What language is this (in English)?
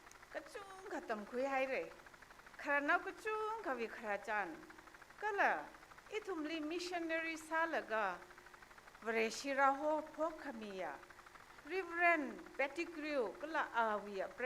Tangkhul Naga (India)